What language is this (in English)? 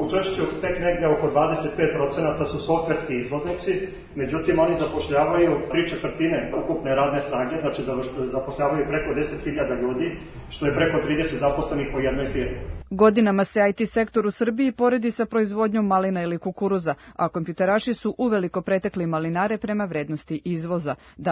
Serbian